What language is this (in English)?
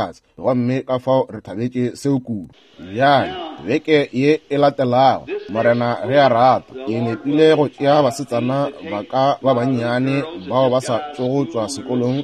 Northern Sotho